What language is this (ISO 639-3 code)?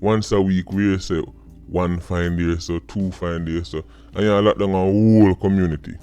jam